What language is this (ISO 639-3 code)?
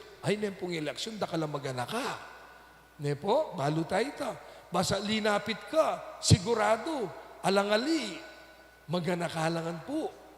pam